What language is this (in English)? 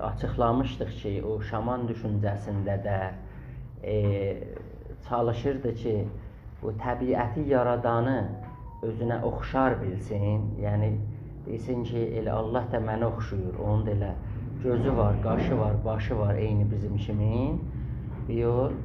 South Azerbaijani